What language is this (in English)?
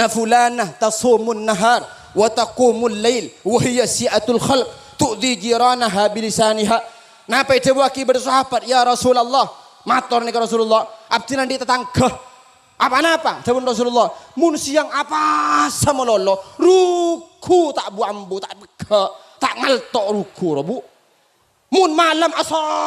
Madurese